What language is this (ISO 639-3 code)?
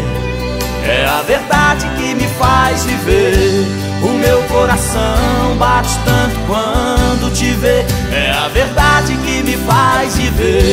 por